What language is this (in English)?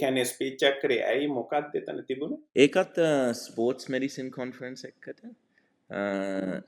Sinhala